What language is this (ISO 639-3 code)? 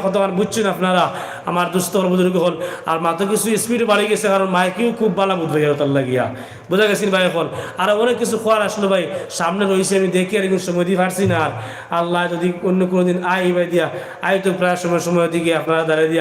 syl